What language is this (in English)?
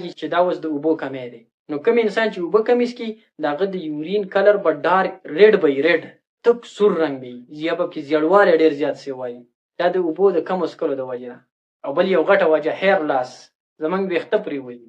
Pashto